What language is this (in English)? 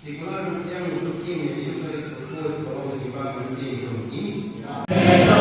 Khasi